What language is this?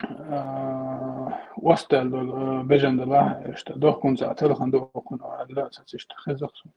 Chechen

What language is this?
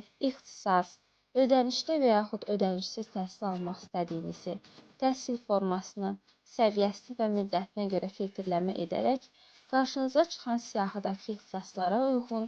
Azerbaijani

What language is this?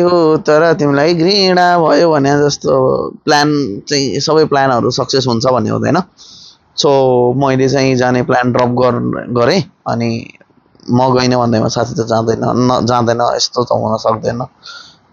Nepali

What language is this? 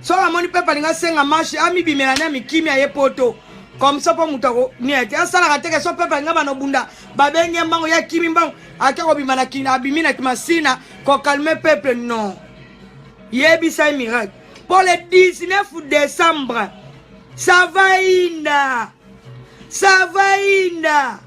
Lingala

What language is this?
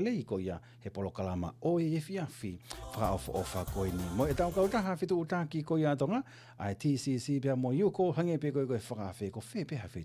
Tongan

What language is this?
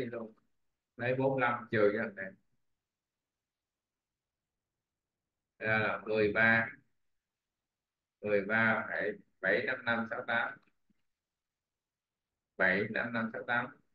Vietnamese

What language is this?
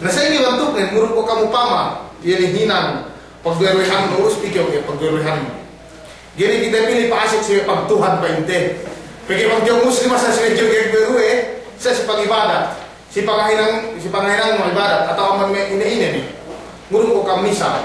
Yakan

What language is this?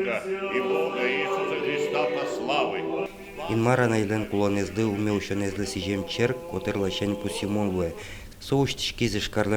Udmurt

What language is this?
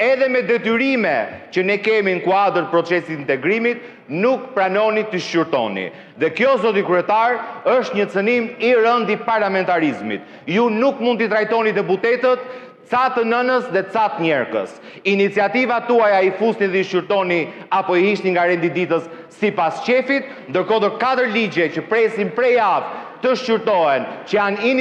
Albanian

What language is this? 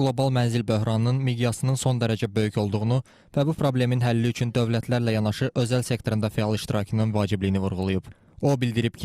Azerbaijani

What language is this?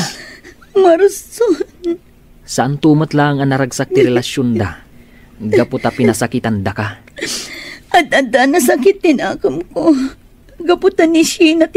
Iloko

